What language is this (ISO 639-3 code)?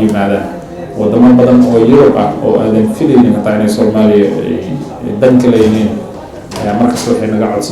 som